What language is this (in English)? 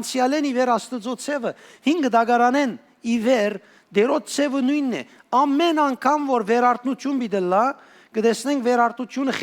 Western Armenian